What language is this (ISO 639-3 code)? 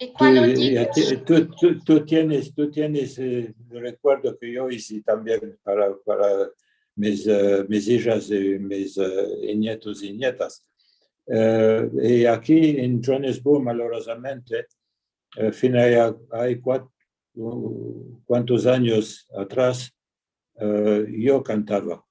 lad